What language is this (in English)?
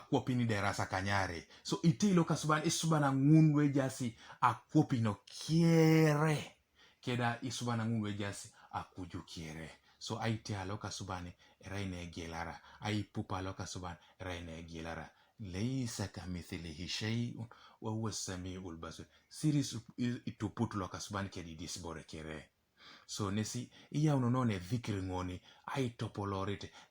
Teso